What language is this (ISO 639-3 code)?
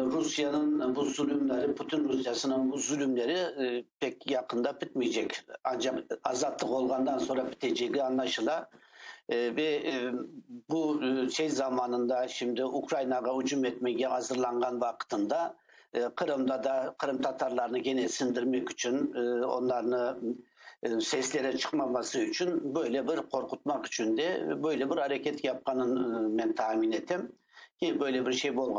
crh